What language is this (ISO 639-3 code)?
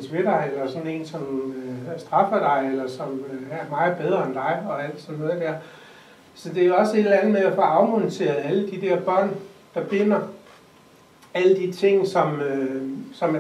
dan